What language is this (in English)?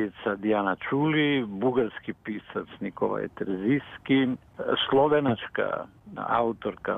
Serbian